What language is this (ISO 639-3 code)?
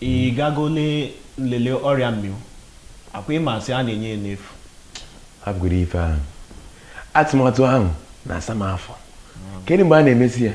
ibo